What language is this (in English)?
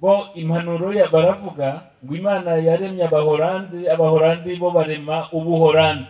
Kinyarwanda